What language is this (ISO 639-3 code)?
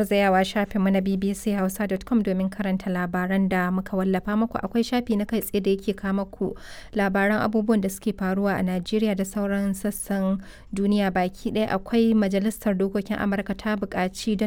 hau